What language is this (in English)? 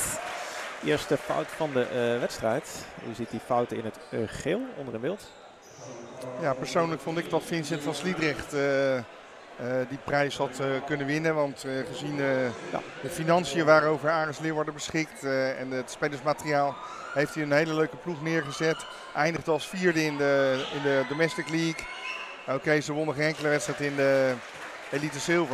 Dutch